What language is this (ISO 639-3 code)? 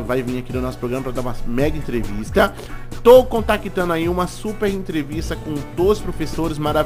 por